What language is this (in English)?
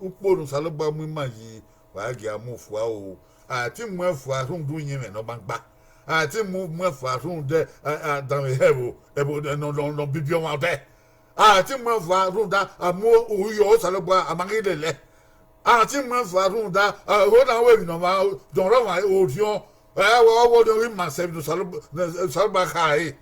Bini